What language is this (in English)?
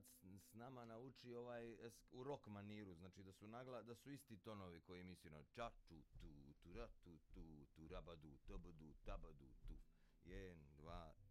Serbian